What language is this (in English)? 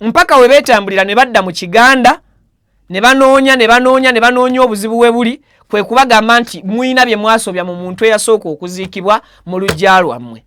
Ganda